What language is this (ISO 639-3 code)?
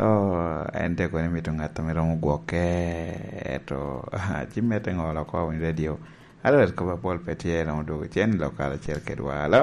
laj